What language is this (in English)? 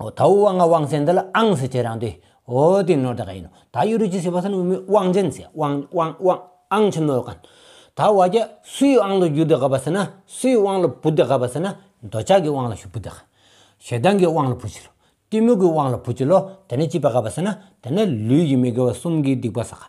Stod Bhoti